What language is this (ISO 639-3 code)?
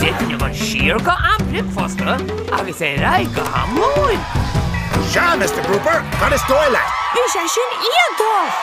gle